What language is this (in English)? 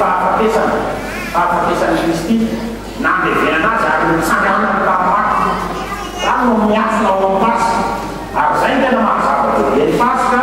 Malagasy